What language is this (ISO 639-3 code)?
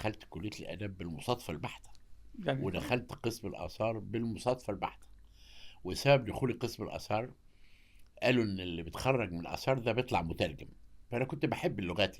arz